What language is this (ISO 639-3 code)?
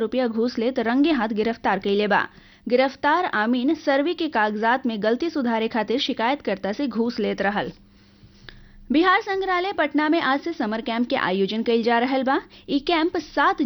bho